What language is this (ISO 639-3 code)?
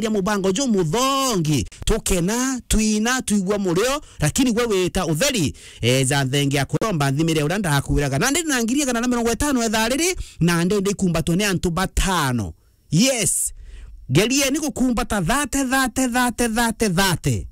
mer